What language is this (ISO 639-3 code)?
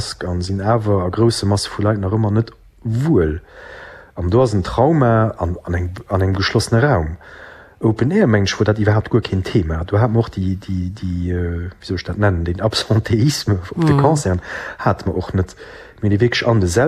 ltz